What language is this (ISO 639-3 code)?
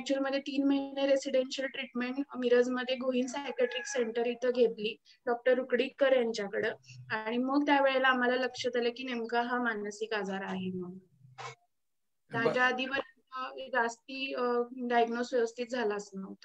mar